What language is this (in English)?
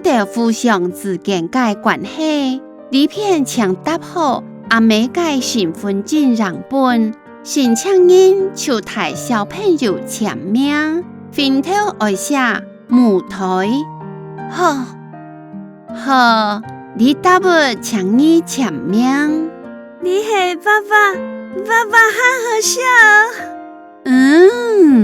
Hakka Chinese